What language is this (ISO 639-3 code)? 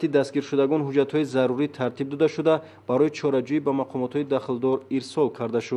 tgk